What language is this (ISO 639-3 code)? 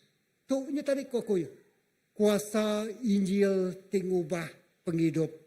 iba